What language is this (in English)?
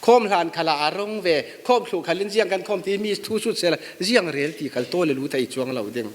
Falam Chin